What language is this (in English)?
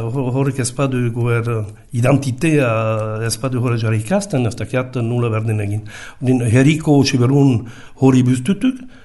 Basque